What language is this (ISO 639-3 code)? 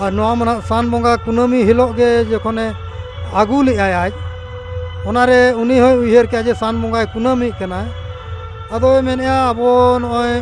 sat